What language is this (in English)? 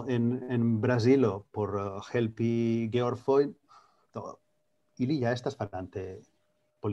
Esperanto